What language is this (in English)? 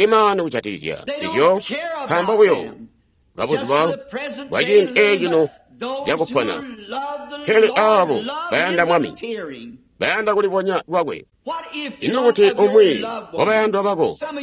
Tonga (Zambia)